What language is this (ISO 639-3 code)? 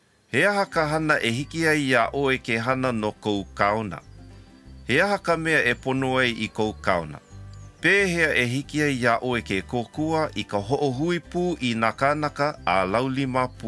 haw